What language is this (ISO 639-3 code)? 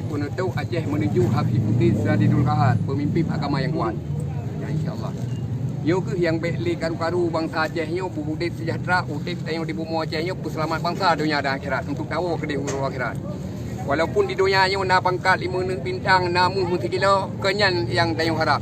ace